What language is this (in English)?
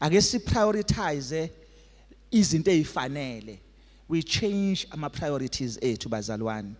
Zulu